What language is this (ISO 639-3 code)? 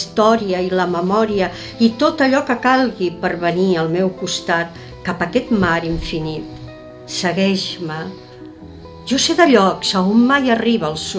cat